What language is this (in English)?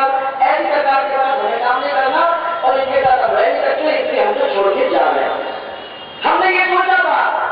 Hindi